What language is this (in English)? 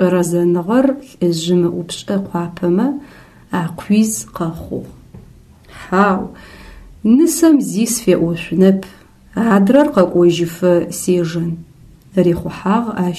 Adyghe